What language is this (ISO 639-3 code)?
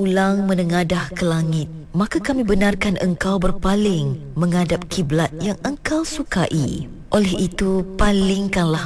msa